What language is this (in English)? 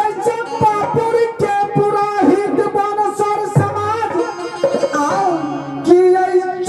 Maithili